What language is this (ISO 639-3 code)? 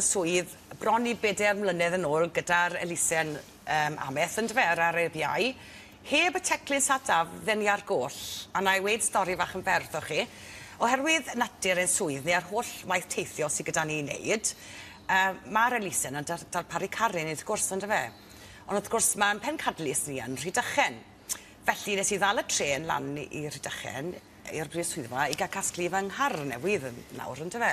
cym